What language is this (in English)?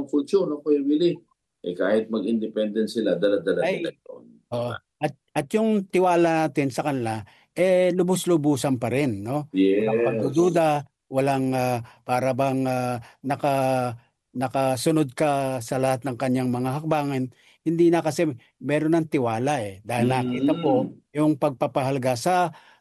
Filipino